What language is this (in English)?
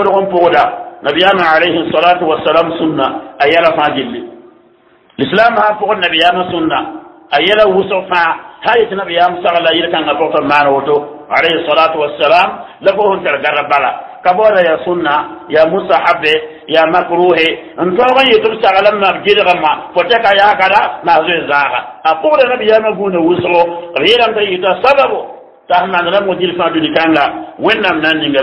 Mossi